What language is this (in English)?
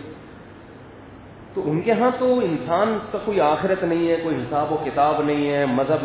Urdu